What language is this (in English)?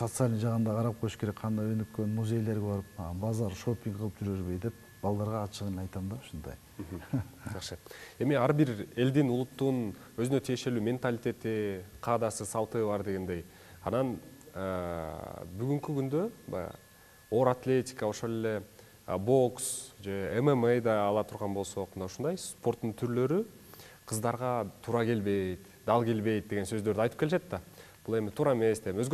Kyrgyz